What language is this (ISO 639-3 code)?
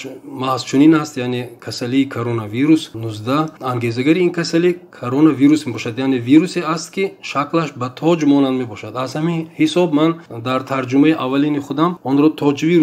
tgk